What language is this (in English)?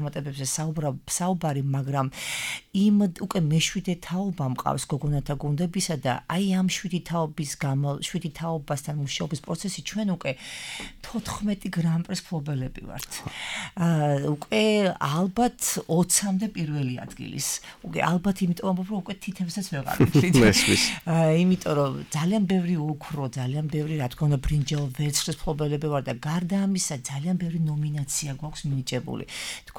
Georgian